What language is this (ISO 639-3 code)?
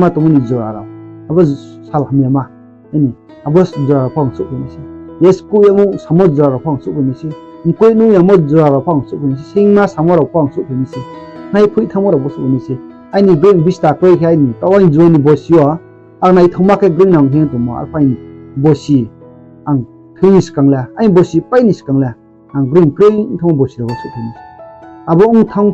ria